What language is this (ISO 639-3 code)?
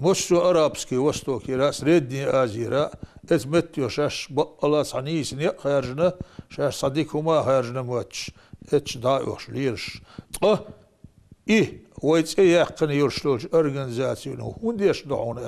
che